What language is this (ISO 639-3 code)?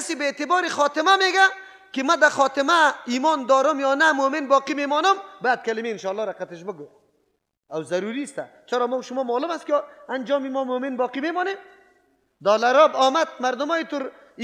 fas